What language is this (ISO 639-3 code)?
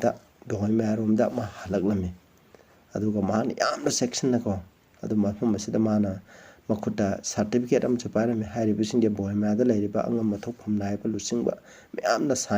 mni